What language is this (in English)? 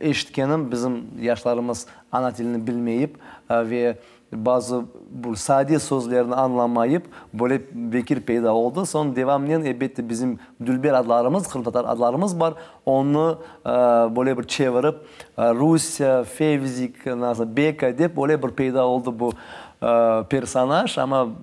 Crimean Tatar